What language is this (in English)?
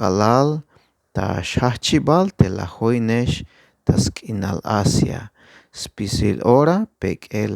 Tzeltal